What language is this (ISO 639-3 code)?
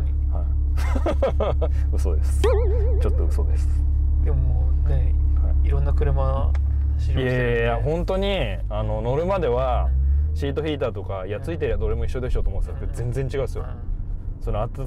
jpn